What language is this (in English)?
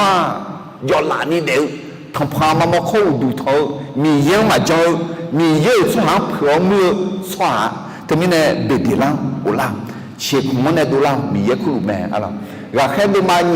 Akha